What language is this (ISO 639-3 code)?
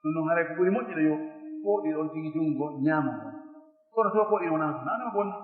ful